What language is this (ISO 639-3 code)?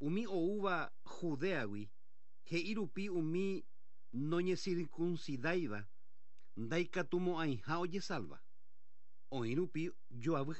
grn